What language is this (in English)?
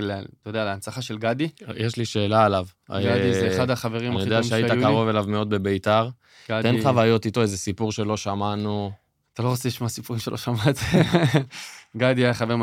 Hebrew